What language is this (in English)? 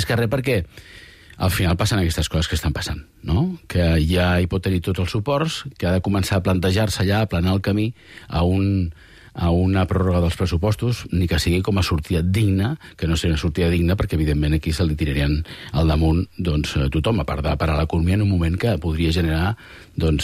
Catalan